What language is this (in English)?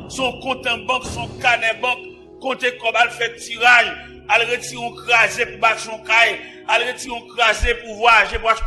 Haitian Creole